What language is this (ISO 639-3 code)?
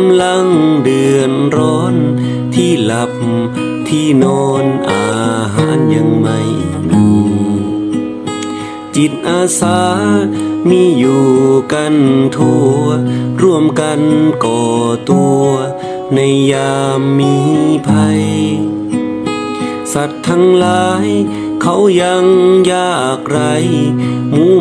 tha